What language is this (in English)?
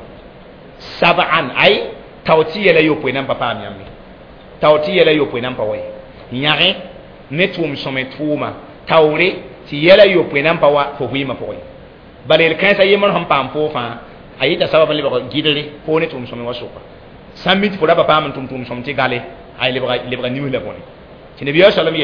Mossi